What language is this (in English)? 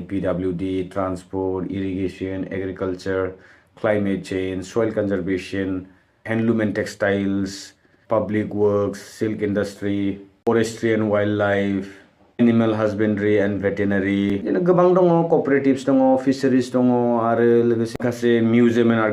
Bodo